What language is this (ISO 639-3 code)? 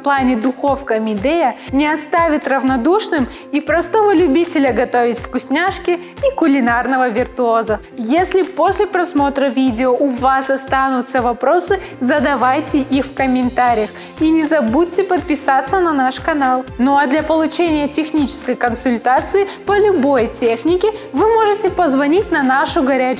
rus